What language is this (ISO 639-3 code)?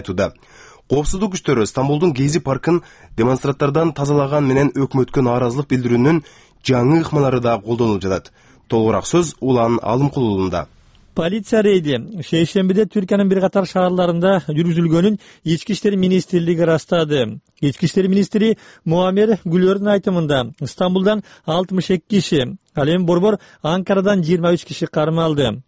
kir